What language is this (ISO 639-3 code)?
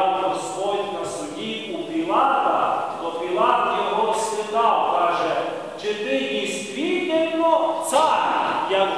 ukr